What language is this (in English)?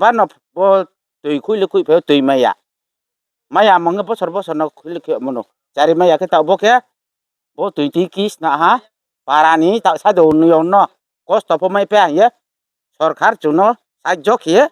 Kok Borok